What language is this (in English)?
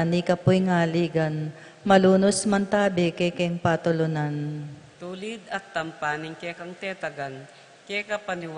Pampanga